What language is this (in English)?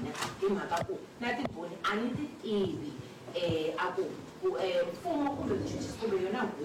Tsonga